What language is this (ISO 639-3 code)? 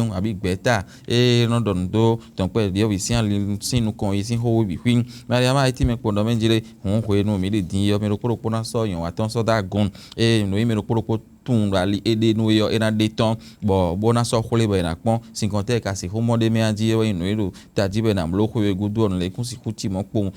fon